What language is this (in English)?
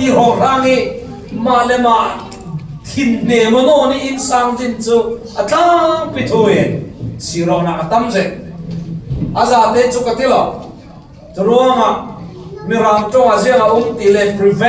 Falam Chin